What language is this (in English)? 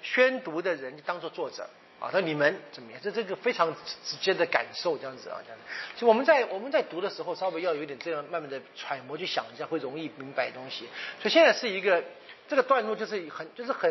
Chinese